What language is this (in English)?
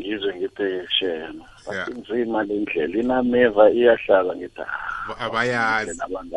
South Ndebele